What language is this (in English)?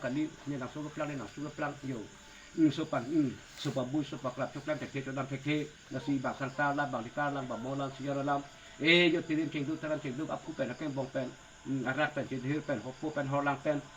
Karbi